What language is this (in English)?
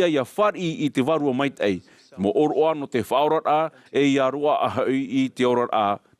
Tahitian